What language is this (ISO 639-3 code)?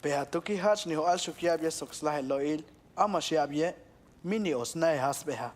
toj